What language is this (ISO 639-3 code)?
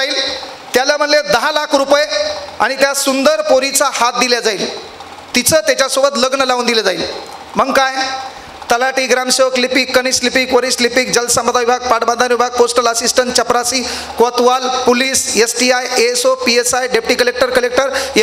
mar